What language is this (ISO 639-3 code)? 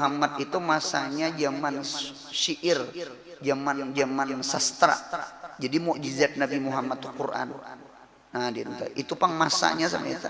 bjn